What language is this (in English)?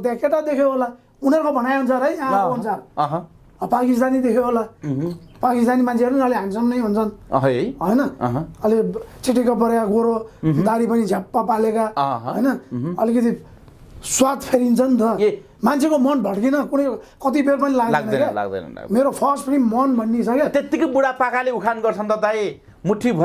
Nepali